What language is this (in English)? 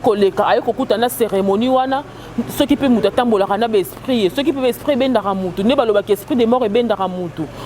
Lingala